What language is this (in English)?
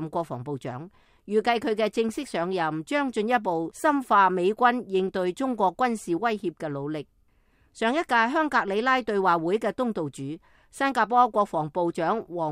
Cantonese